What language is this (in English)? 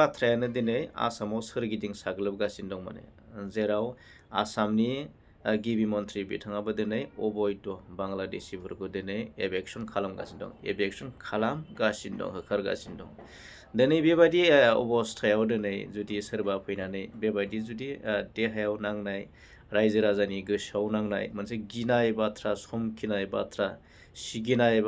Bodo